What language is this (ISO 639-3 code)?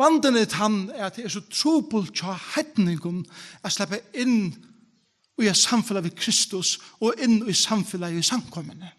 fao